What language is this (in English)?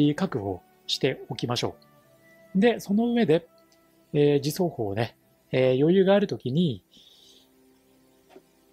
Japanese